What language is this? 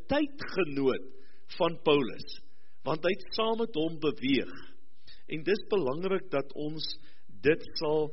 Afrikaans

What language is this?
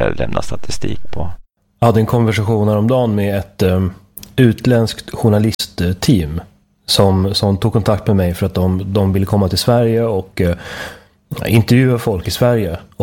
Swedish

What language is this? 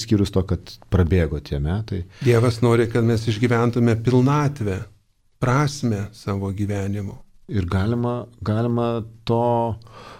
Lithuanian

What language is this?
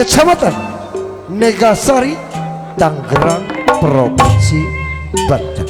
Betawi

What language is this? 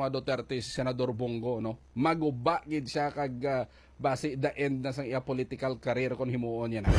Hiligaynon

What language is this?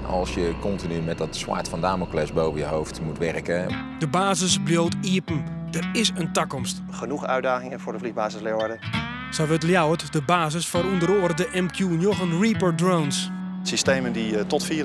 Western Frisian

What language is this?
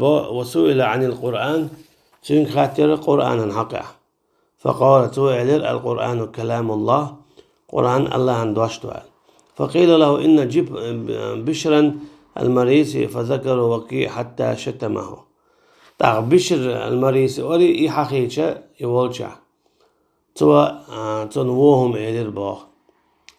Chechen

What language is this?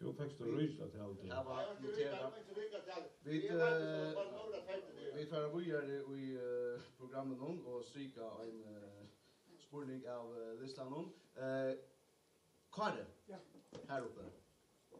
Faroese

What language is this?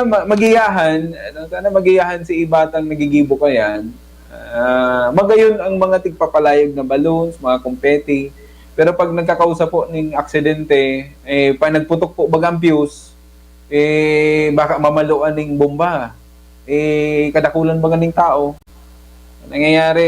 Bikol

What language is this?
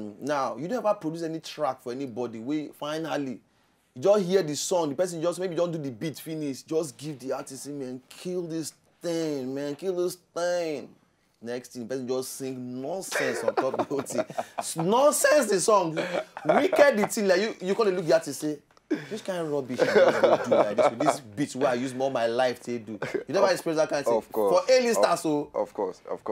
Nigerian Pidgin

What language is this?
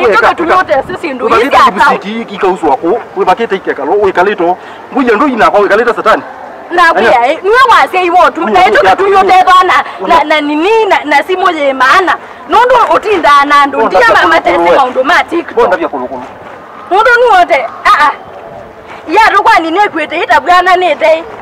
Kamba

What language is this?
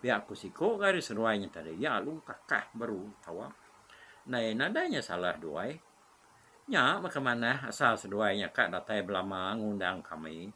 Iban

